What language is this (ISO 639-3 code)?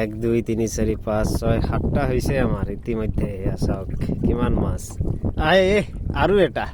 asm